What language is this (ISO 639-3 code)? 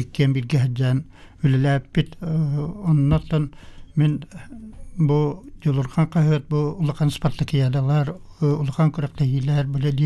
sah